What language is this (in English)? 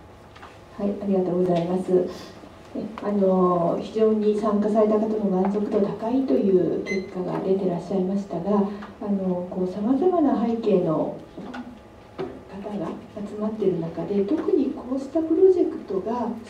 Japanese